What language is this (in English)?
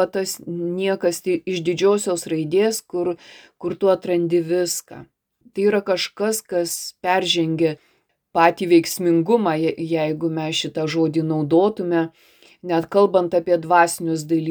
Lithuanian